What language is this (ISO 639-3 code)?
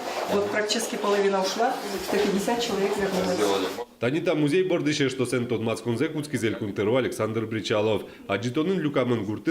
udm